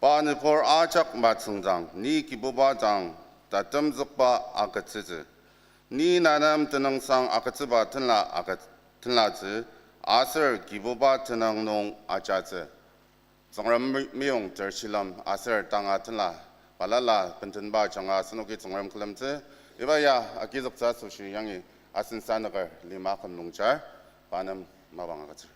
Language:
Ao Naga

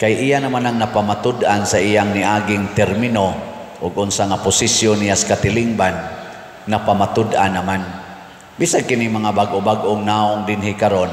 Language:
Cebuano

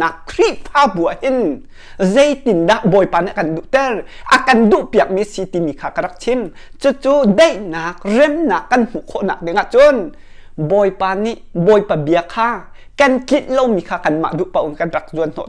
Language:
Hakha Chin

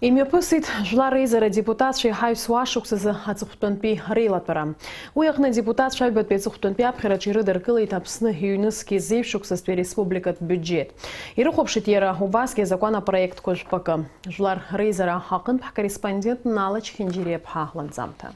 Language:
Abkhazian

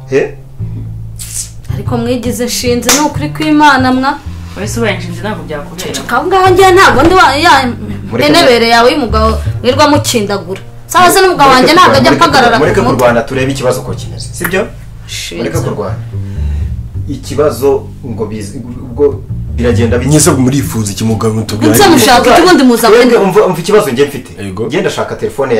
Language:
Kinyarwanda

